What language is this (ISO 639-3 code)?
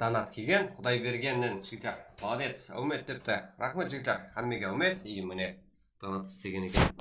kaa